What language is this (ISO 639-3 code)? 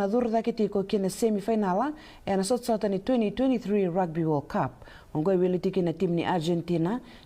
fij